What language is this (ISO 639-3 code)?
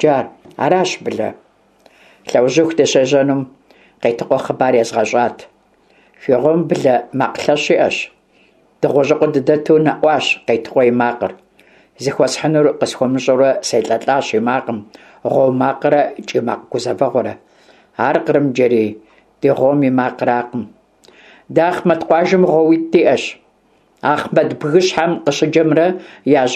kbd